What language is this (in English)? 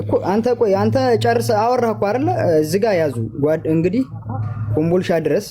Amharic